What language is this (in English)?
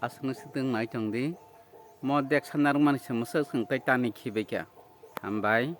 Kok Borok